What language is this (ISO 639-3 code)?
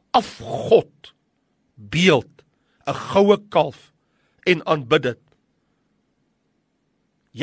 afr